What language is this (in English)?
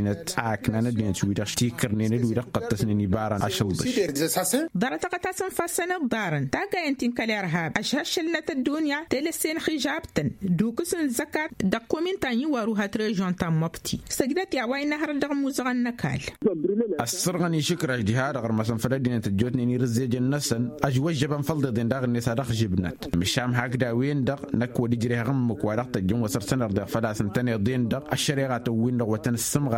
Tamasheq